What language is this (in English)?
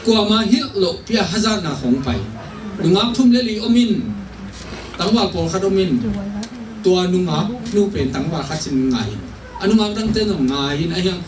Tedim Chin